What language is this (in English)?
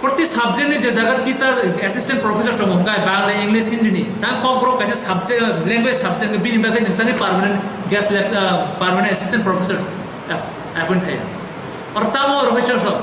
Kok Borok